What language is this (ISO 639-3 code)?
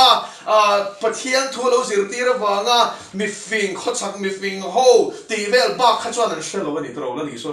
lus